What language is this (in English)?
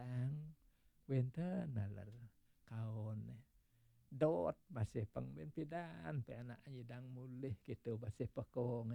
Balinese